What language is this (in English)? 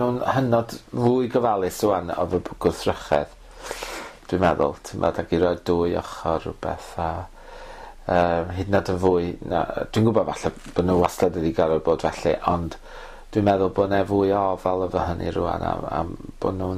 Welsh